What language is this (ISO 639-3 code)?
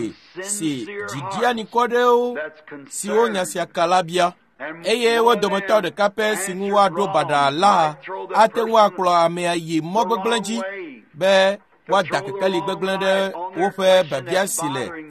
ewe